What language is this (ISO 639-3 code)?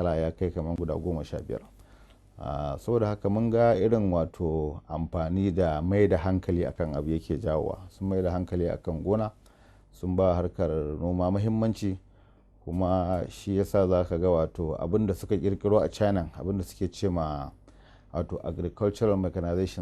hau